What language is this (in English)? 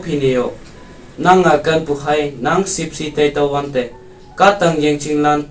Konyak Naga